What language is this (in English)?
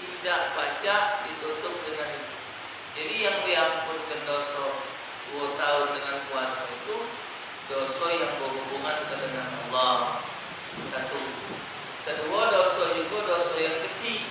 Musi